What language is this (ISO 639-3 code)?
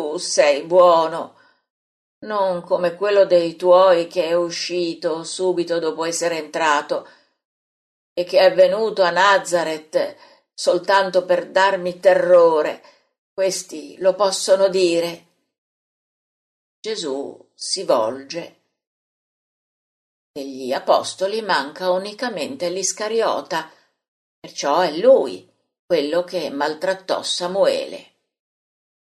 ita